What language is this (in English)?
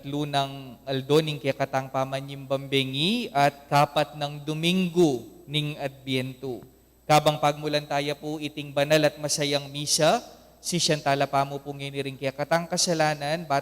Pampanga